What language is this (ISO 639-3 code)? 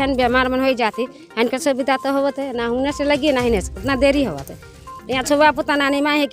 sck